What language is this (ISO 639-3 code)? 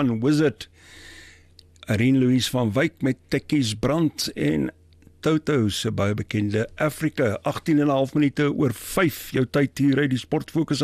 afr